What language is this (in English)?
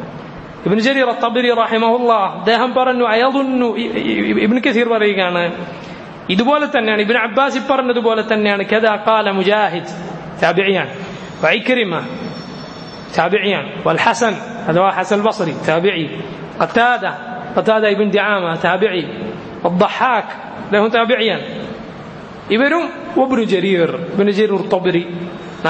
Malayalam